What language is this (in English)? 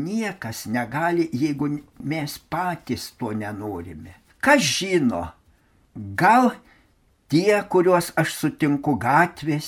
Lithuanian